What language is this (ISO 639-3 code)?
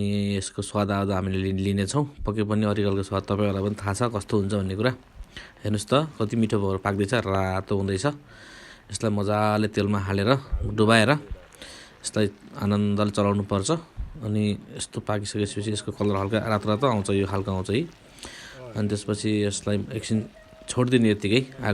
nep